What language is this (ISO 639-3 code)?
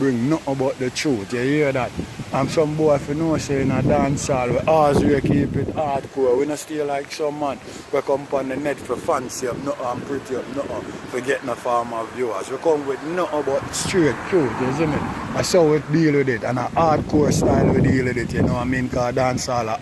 jam